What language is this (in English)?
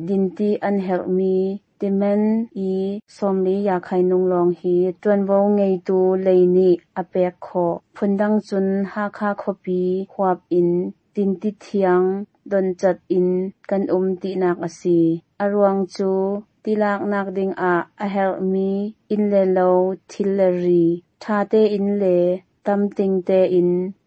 Hakha Chin